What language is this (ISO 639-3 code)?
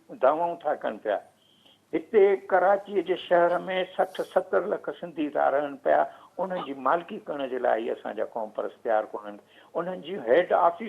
snd